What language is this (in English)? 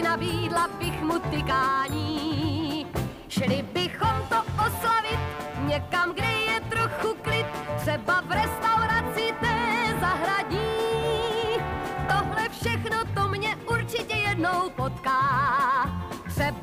Czech